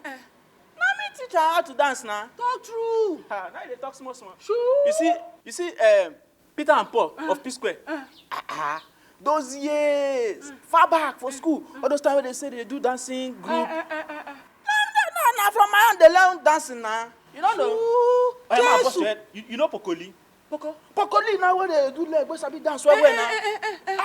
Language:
Nigerian Pidgin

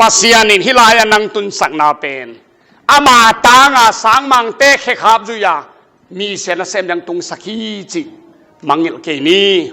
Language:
Tedim Chin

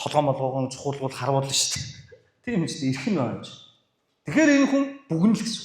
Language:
Mongolian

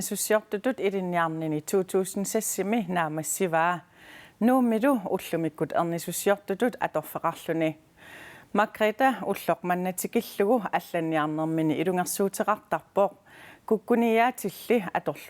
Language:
Kalaallisut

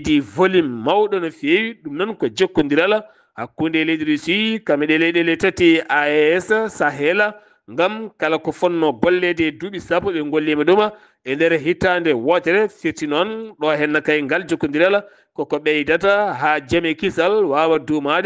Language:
Fula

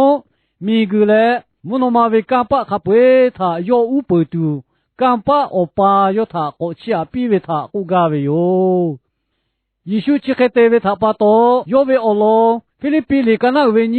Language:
Lahu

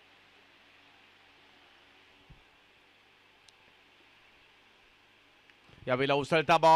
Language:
Marathi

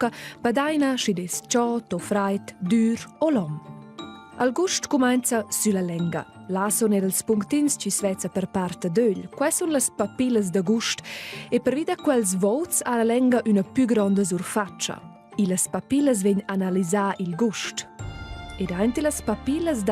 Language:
Romansh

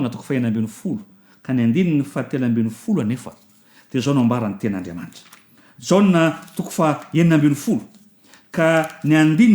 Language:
Malagasy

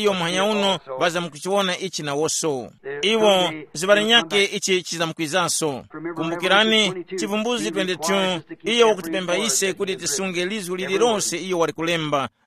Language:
Tumbuka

